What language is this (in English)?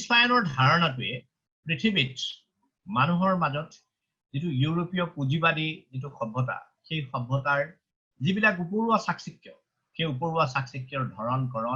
Assamese